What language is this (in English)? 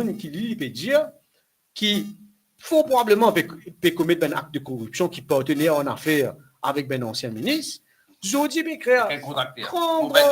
Morisyen